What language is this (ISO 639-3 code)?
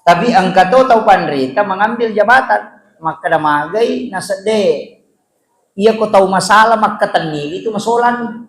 bug